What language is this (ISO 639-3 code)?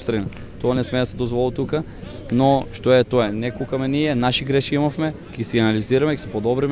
mkd